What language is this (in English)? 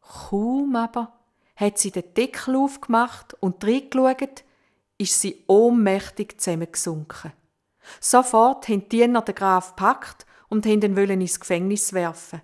Swiss German